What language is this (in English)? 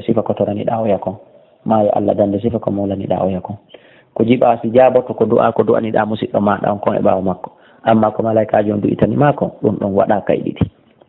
Fula